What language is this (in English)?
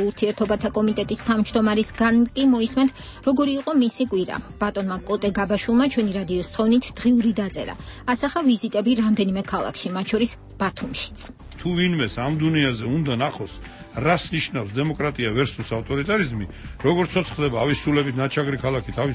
Georgian